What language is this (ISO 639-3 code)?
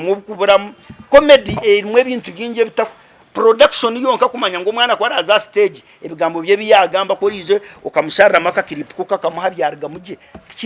nyn